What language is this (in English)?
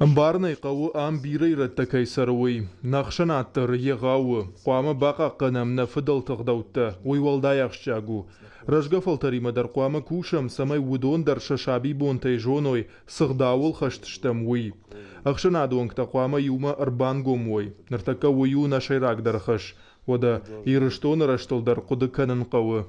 Ossetic